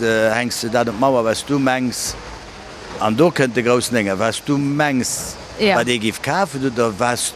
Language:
Luxembourgish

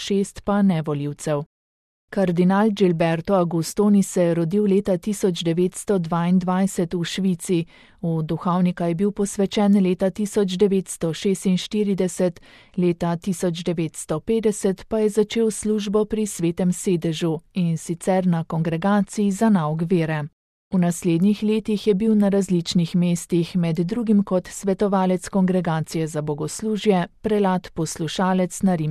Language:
Slovenian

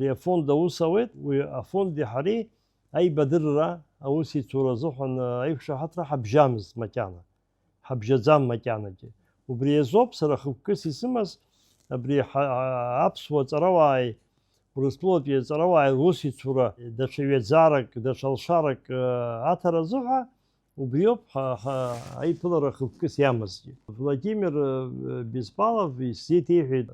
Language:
Abkhazian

